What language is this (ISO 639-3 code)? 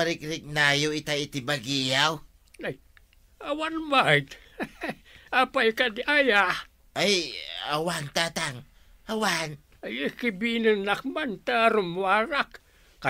ilo